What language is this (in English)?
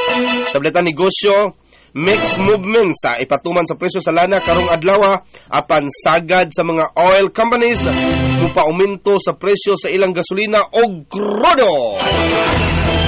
Cebuano